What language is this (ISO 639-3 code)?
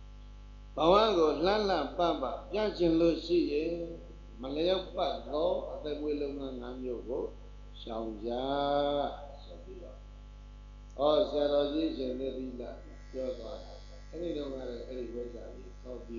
mya